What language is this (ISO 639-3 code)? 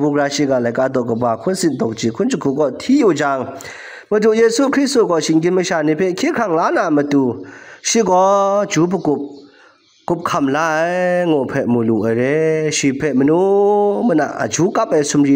kac